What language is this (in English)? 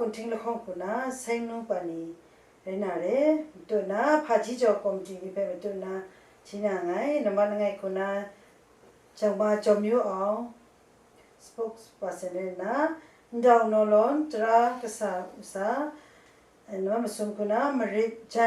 Kachin